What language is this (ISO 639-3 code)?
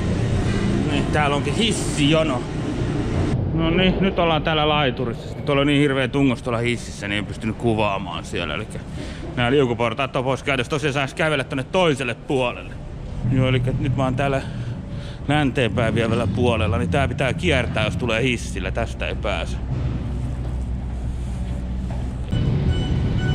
fin